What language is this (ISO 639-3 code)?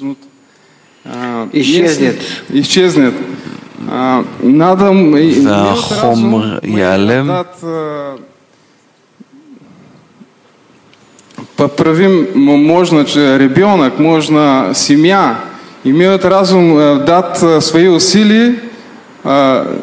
heb